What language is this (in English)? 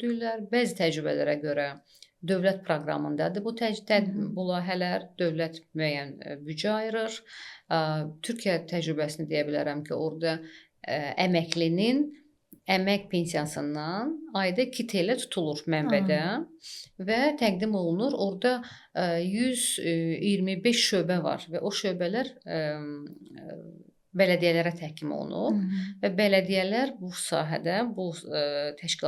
Azerbaijani